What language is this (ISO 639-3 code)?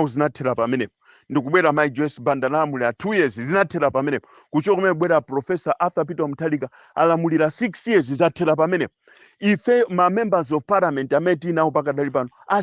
nya